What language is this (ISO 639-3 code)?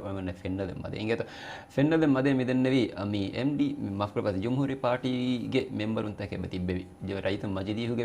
div